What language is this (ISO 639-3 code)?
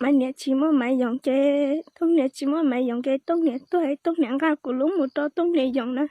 hmn